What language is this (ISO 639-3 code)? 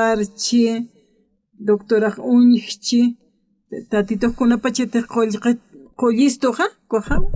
aym